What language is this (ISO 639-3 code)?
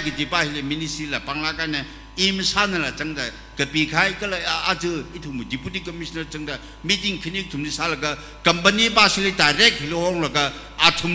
nmf